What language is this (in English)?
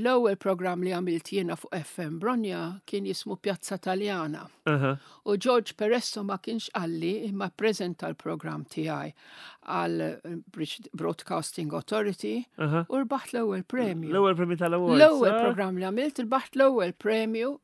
Maltese